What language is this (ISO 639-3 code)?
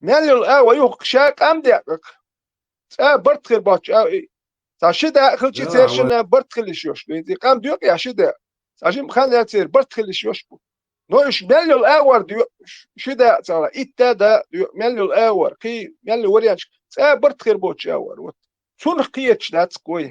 che